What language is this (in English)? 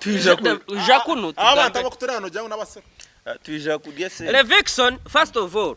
Nyankole